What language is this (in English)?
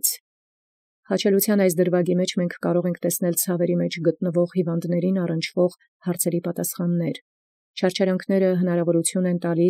Armenian